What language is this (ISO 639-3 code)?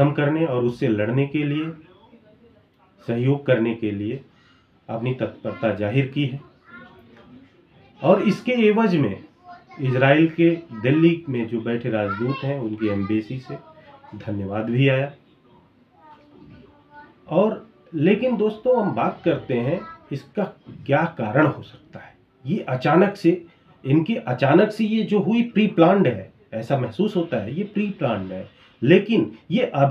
hin